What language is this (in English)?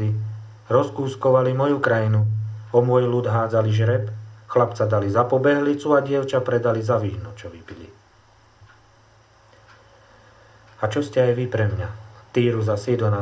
Slovak